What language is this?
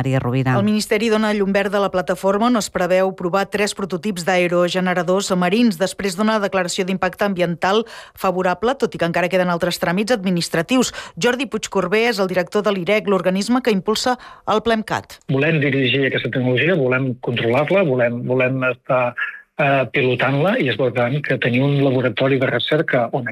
Catalan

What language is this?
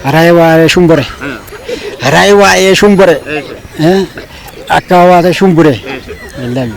Kafa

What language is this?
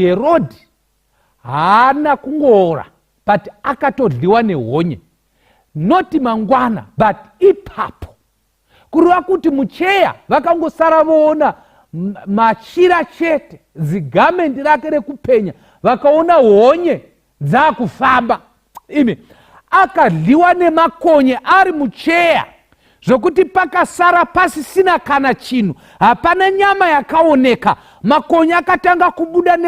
Shona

